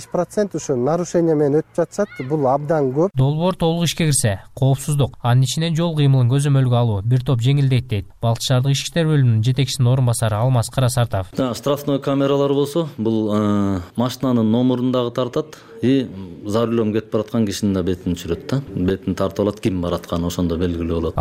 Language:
Kyrgyz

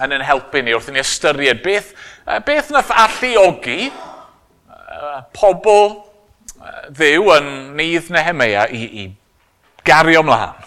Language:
Welsh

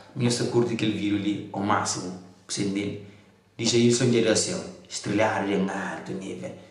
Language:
Kabuverdianu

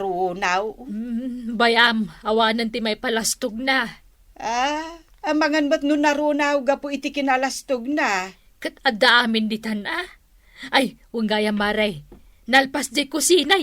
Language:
Iloko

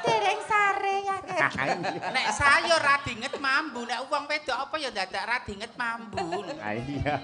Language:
Javanese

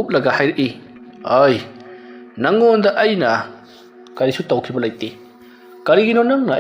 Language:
Manipuri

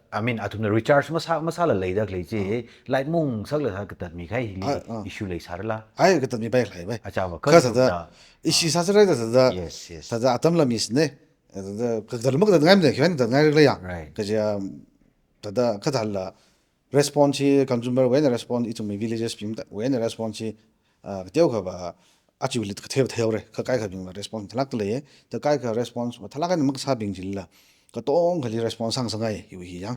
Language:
Tangkhul Naga (India)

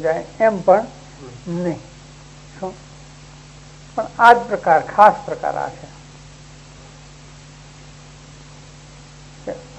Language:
Gujarati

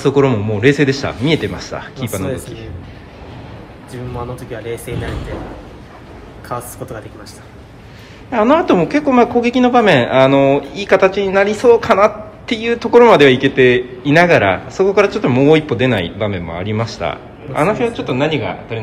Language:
Japanese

